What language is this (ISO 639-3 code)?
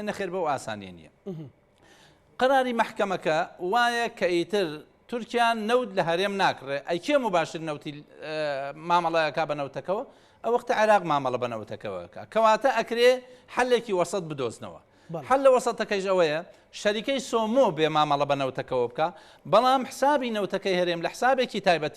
ckb